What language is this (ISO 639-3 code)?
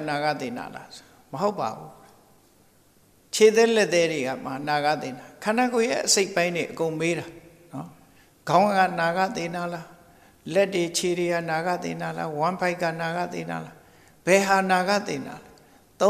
mya